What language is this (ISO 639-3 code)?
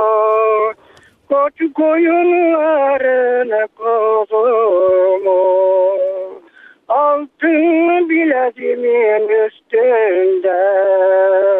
tur